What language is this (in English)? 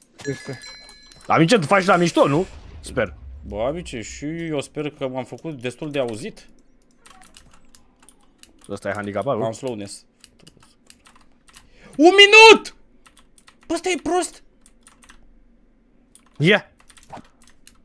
Romanian